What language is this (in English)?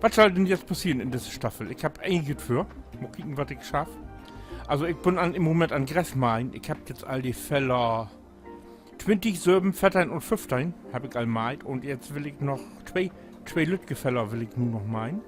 Low German